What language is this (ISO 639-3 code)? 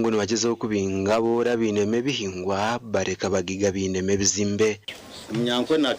nyn